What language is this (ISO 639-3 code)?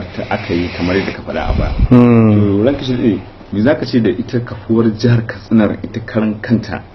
hau